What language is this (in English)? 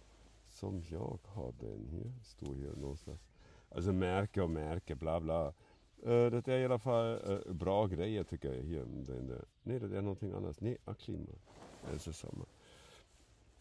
Swedish